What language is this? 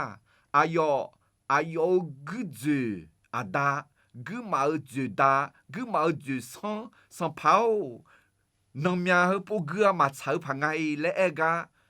Akha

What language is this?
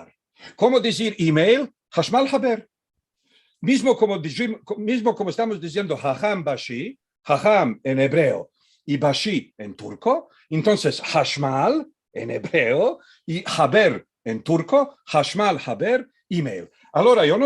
Ladino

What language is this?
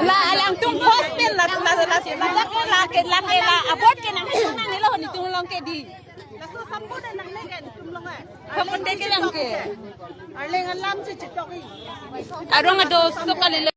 Karbi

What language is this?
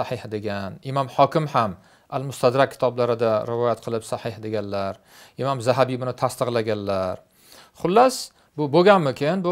Uzbek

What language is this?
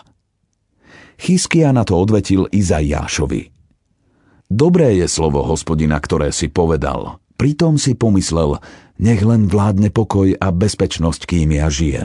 Slovak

